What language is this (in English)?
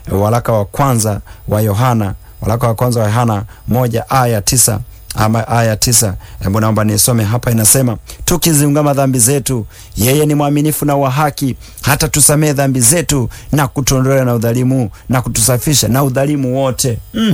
Swahili